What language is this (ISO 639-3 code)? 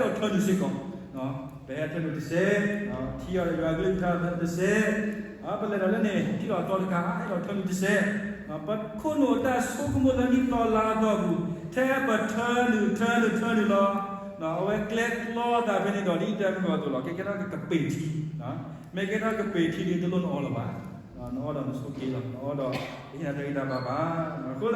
ksw